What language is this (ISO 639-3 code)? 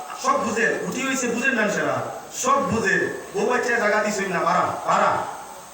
syl